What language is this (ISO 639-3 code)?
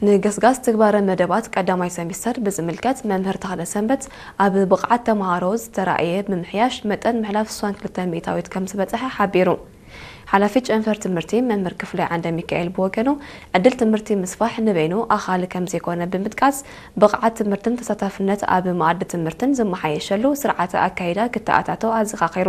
tir